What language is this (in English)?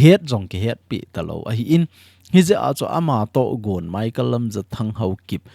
Thado Chin